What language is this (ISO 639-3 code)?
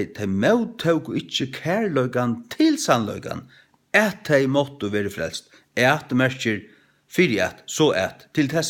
fao